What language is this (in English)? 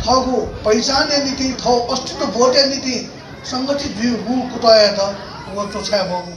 Newari